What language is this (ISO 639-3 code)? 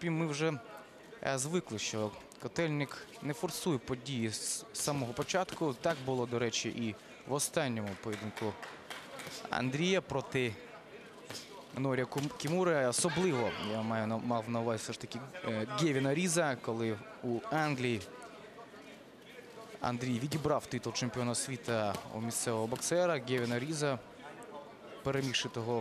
ukr